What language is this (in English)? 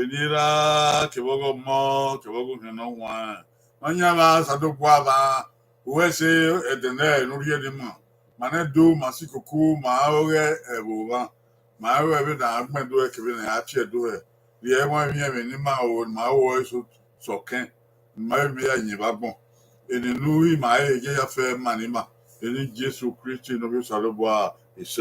Bini